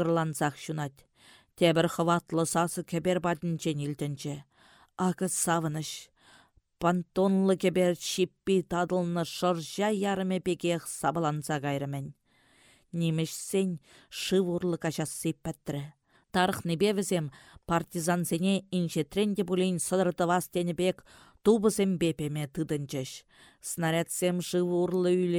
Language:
Chuvash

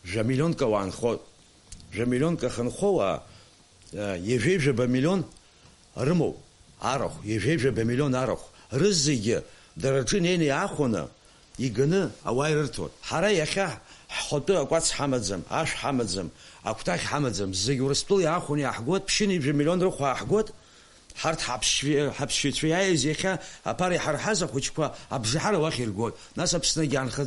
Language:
Abkhazian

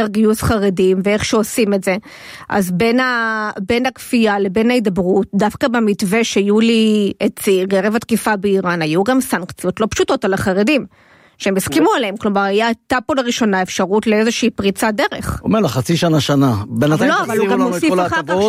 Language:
Hebrew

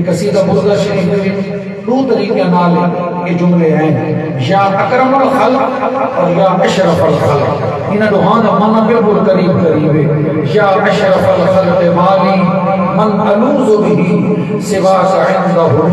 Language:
Saraiki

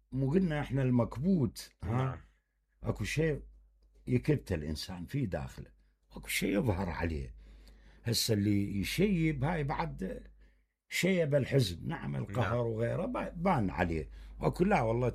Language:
Mesopotamian Arabic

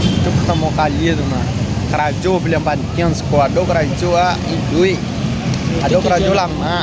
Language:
Minangkabau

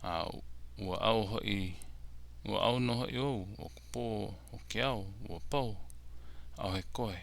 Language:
Hawaiian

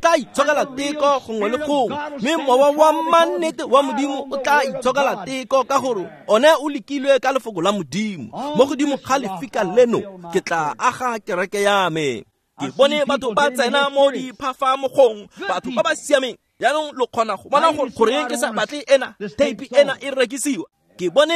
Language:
Tswana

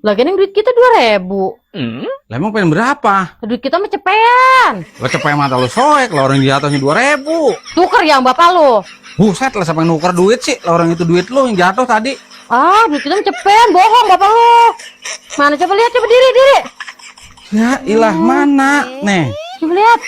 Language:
Betawi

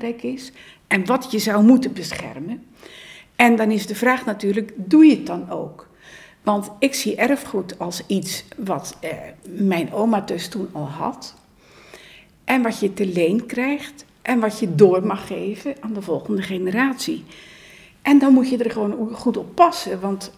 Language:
Dutch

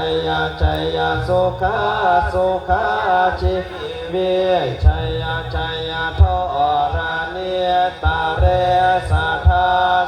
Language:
Pali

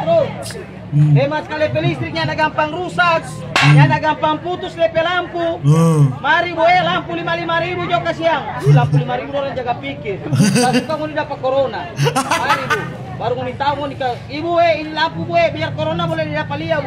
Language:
Manado Malay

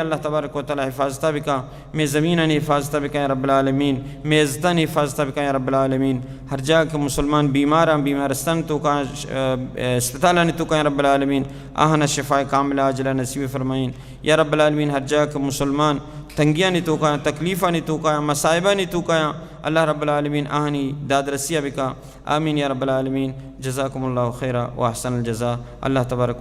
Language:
Baluchi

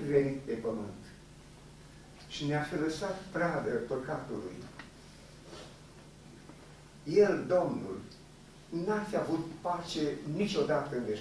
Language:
Romanian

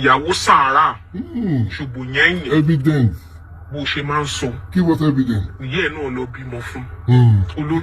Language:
Yoruba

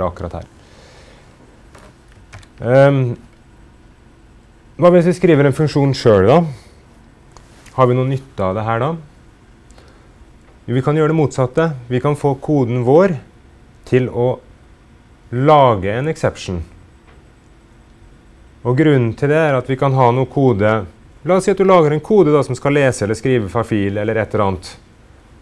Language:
Norwegian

